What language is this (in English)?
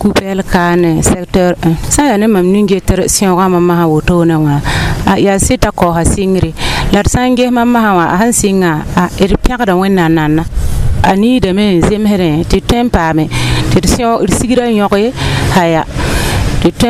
Mossi